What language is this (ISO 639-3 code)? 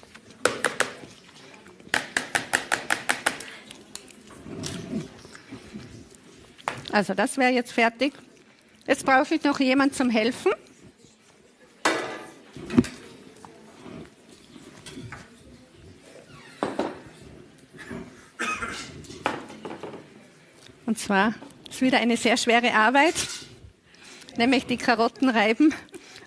deu